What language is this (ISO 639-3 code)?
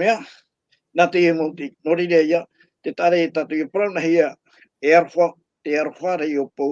tah